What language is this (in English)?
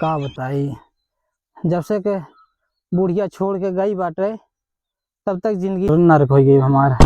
Awadhi